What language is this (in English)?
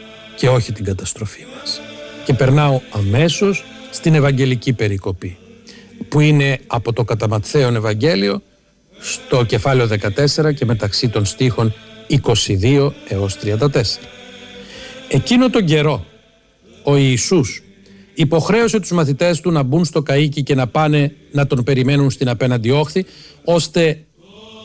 Greek